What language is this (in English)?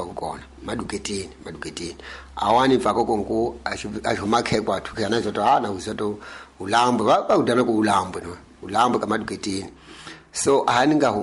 Tsonga